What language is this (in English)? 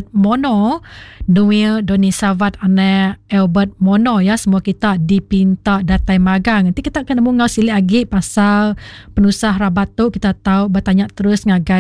Iban